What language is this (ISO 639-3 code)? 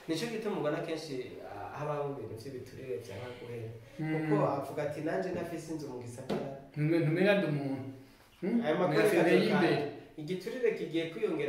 run